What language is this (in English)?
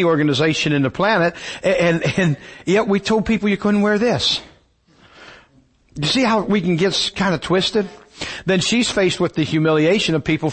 English